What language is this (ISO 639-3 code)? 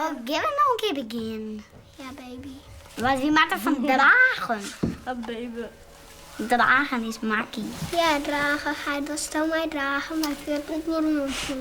fry